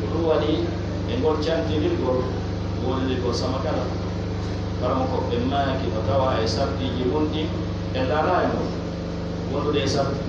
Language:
Fula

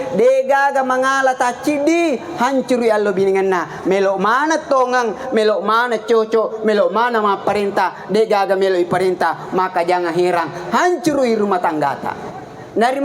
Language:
Buginese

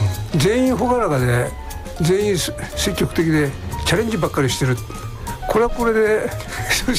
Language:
Japanese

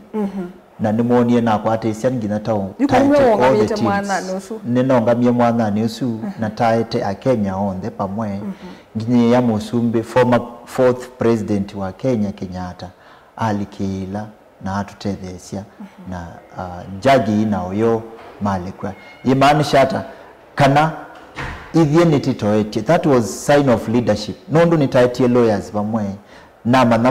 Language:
Kamba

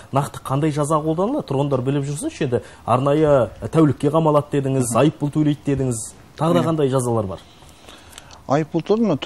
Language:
Kazakh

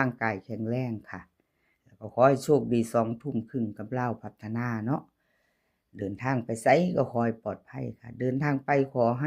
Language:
Northeastern Thai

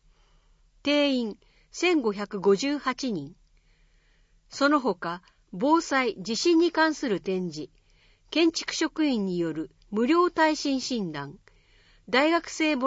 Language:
Japanese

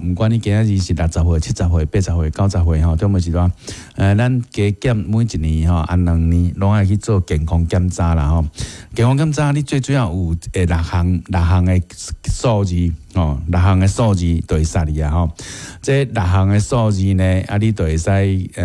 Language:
Min Nan Chinese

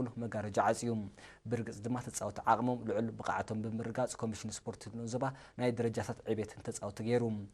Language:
Tigrinya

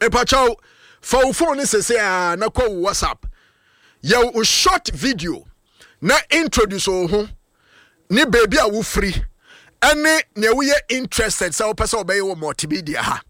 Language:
Akan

